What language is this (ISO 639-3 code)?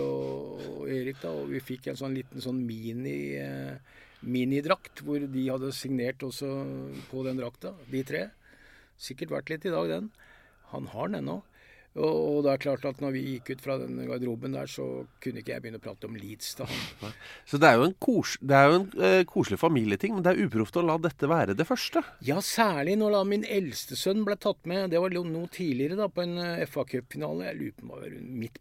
nor